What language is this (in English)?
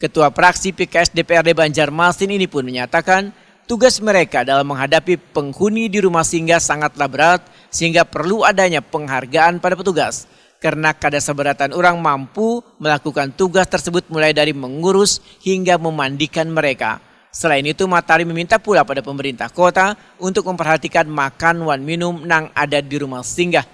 Banjar